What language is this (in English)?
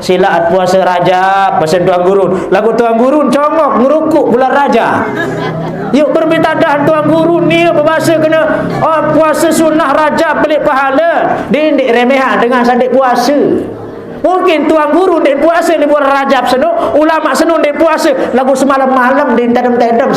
Sasak